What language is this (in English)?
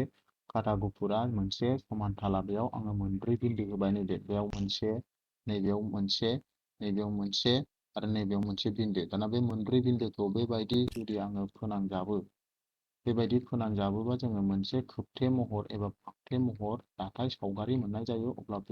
Bodo